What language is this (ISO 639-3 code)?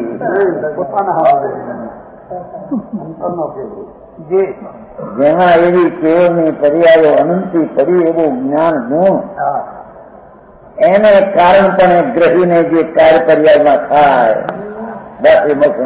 guj